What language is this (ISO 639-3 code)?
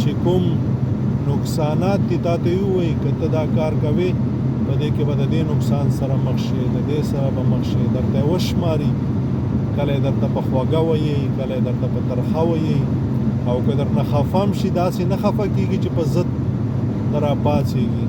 pus